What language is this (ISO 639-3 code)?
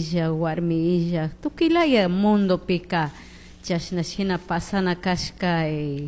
qug